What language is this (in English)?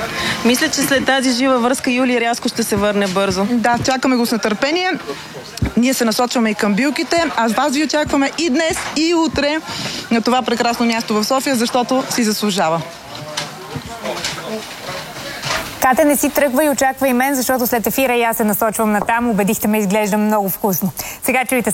Bulgarian